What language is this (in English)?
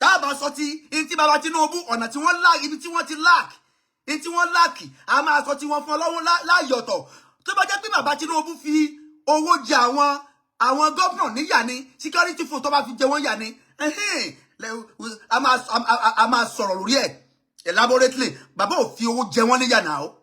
Yoruba